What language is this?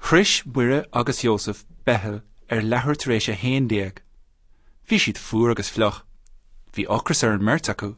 Irish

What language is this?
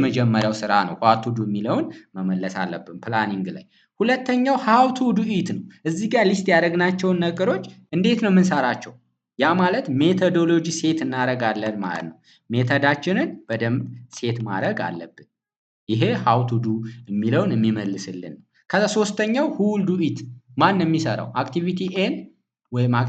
Amharic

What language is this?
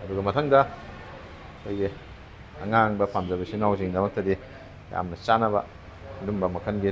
Manipuri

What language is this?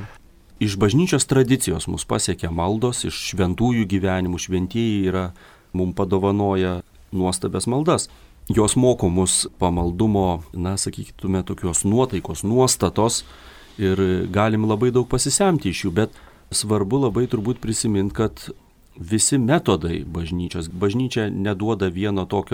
Lithuanian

